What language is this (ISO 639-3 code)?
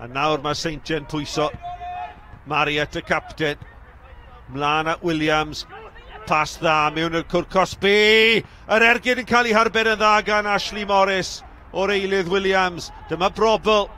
cym